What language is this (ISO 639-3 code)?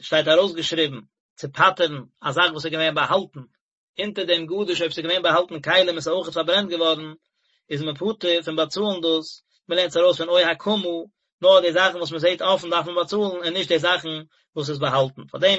yid